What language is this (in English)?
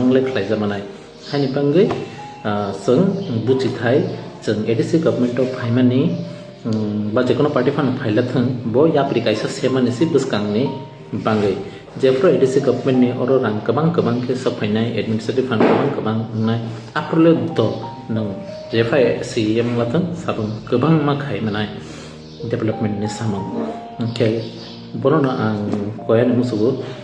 Kok Borok